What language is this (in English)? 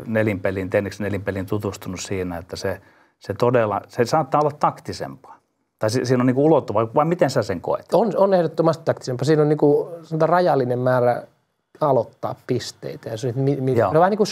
Finnish